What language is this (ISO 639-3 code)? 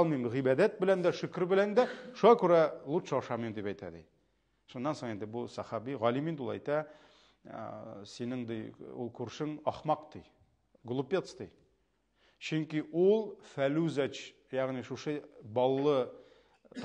tat